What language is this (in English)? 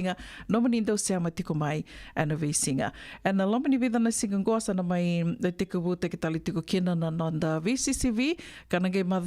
Fijian